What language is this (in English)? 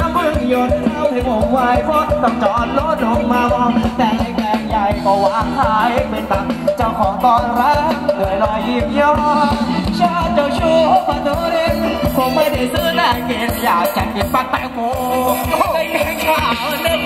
Thai